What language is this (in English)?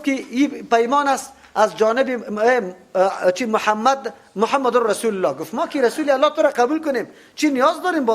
Persian